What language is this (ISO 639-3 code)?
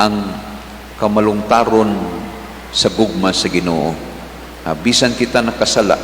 ceb